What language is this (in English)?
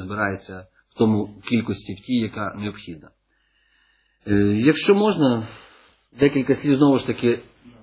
Ukrainian